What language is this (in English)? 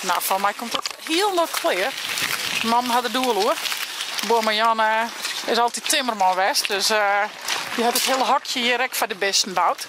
Western Frisian